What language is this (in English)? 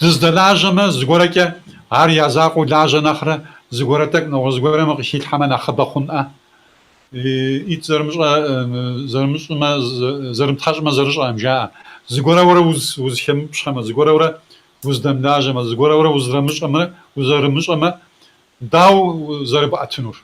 Kabardian